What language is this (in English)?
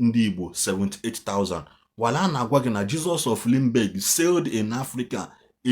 Igbo